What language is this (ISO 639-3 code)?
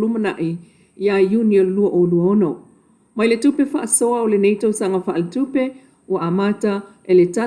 smo